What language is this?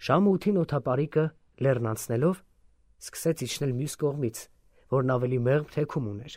Armenian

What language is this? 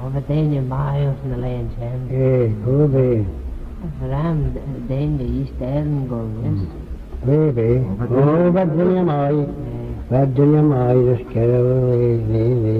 Manx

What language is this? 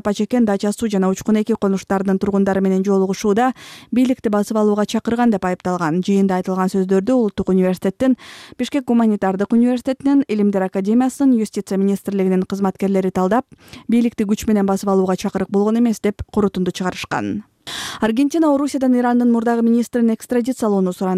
Kyrgyz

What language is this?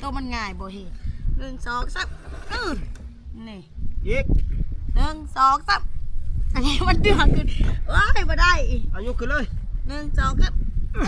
Northeastern Thai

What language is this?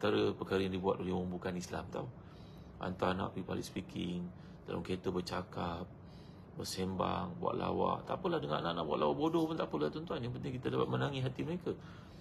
Malay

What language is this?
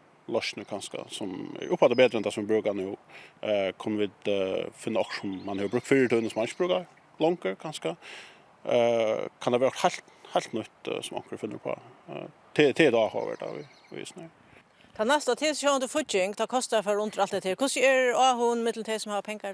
Faroese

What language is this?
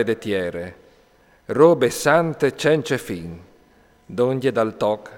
Friulian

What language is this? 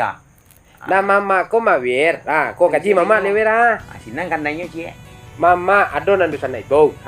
Minangkabau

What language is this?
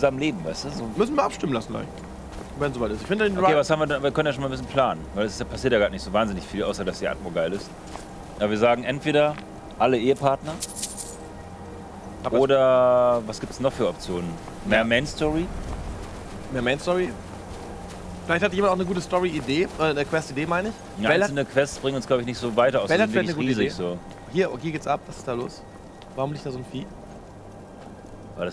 German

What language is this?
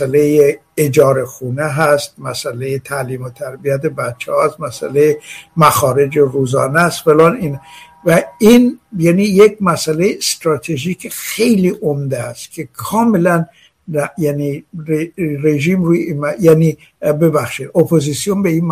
Persian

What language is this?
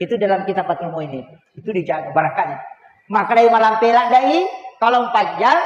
Buginese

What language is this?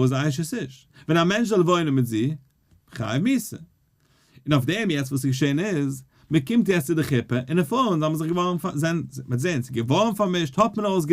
Yiddish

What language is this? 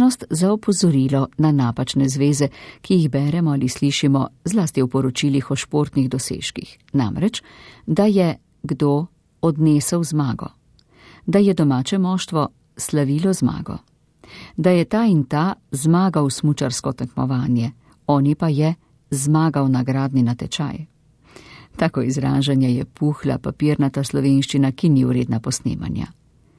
Slovenian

